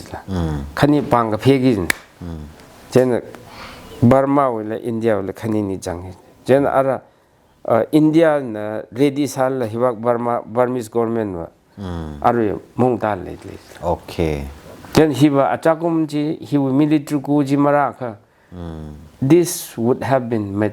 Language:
Tangkhul Naga (India)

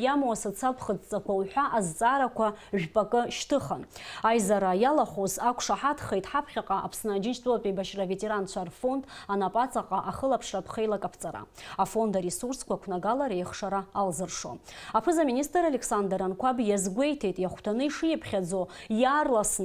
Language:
Abkhazian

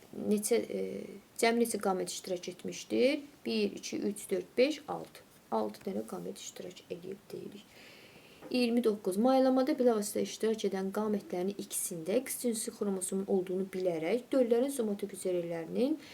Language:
Azerbaijani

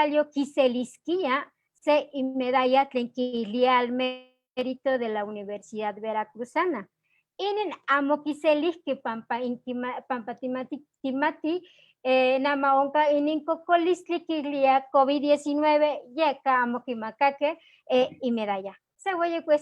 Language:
Eastern Huasteca Nahuatl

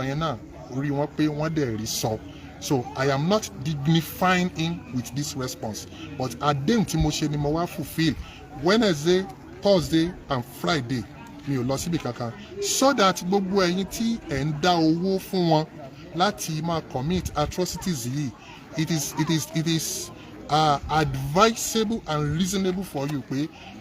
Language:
Yoruba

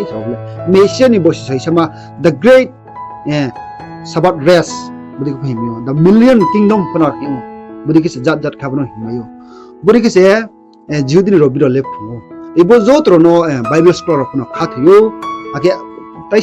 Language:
Riang (India)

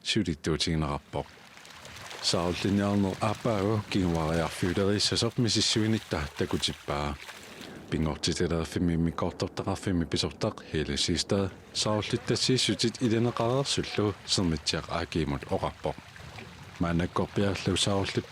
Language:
Kalaallisut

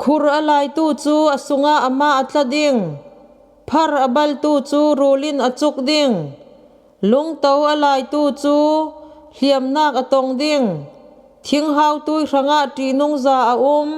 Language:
Falam Chin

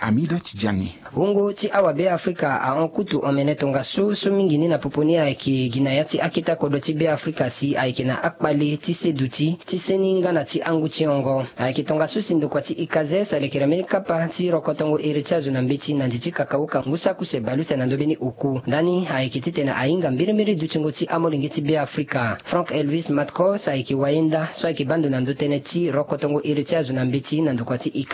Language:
Sango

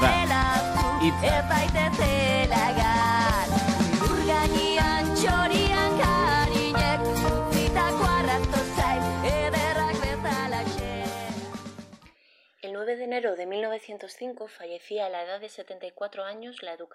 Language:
Basque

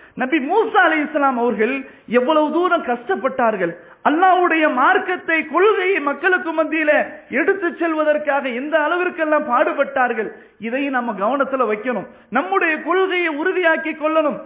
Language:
Tamil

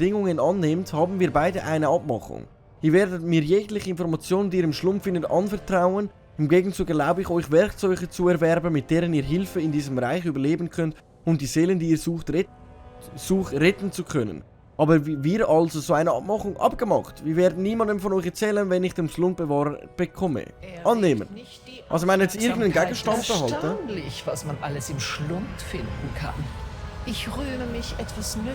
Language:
Swiss German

